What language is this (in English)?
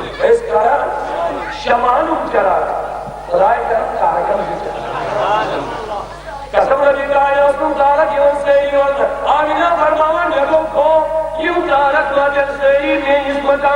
Kashmiri